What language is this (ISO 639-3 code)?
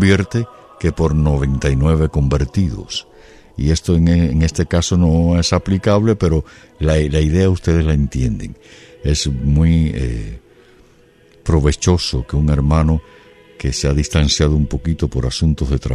spa